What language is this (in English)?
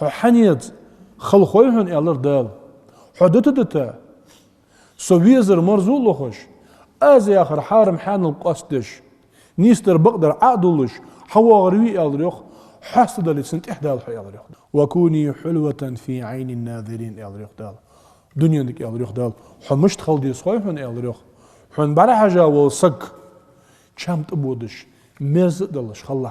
Ingush